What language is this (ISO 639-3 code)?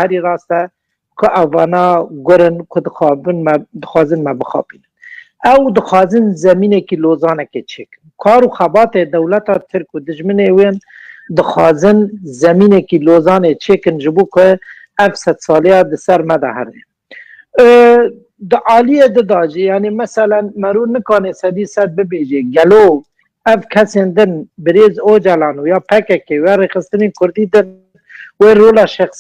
kur